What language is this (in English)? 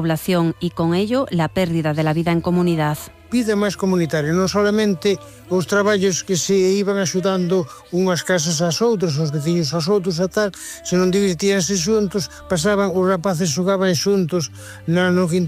Galician